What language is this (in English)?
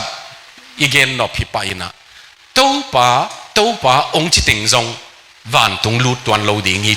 Tedim Chin